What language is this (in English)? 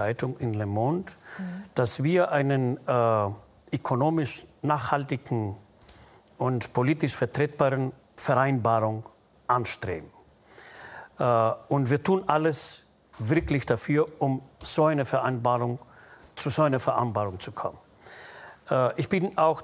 German